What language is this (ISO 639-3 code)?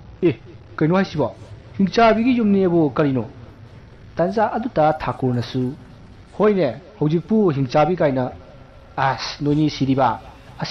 mni